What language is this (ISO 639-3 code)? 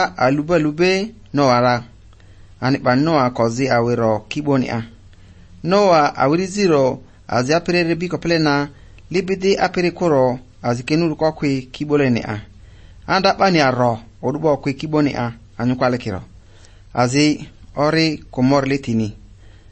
eus